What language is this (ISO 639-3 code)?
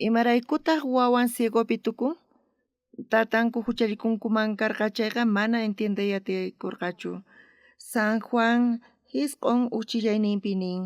quh